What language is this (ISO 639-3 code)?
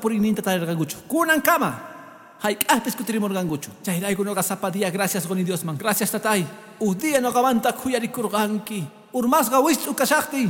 que